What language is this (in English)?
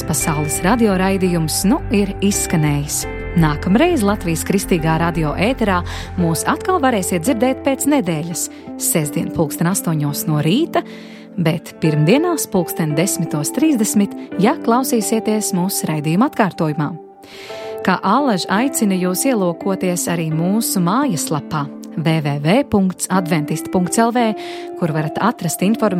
Latvian